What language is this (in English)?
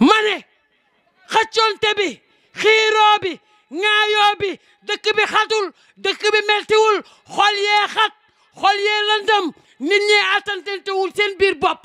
Wolof